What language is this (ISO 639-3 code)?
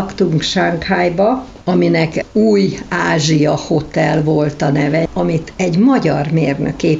hun